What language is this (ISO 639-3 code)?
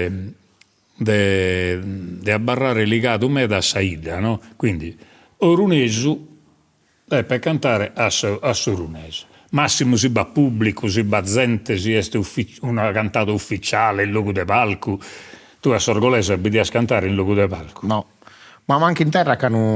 srd